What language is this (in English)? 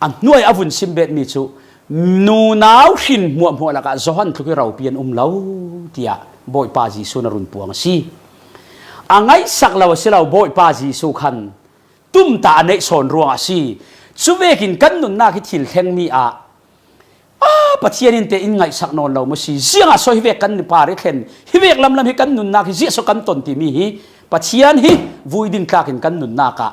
Falam Chin